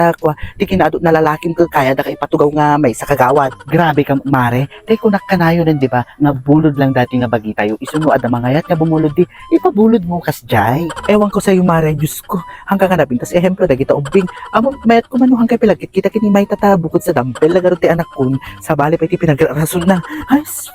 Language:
Iloko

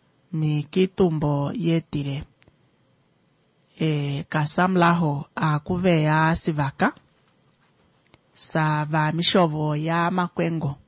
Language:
Swahili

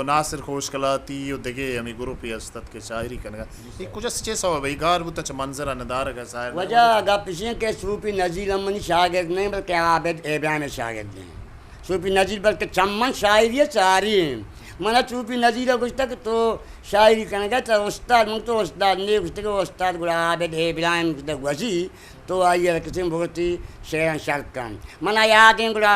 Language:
Eastern Balochi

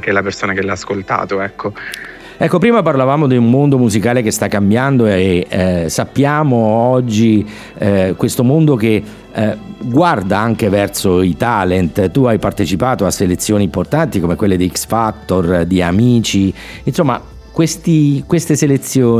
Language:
Italian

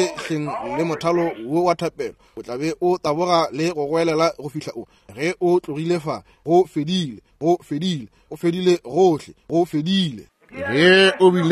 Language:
Northern Sotho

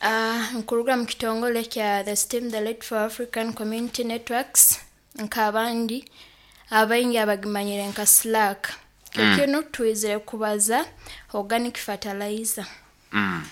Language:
Nyoro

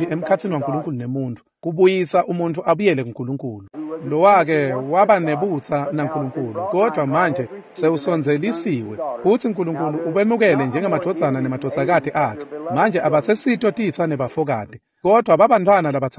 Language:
Swati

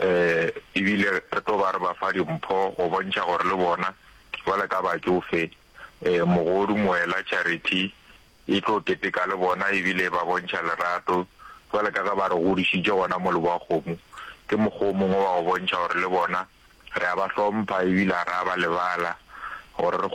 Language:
Northern Sotho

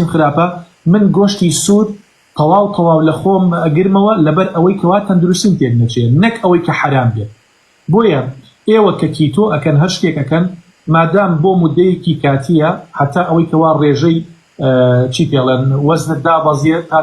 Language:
Central Kurdish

